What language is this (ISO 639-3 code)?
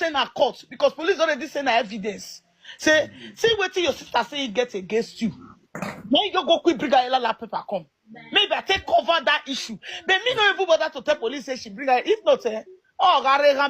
pcm